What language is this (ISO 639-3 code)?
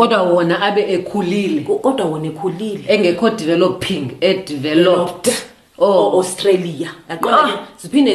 xho